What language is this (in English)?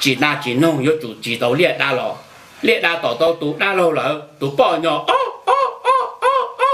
Hmong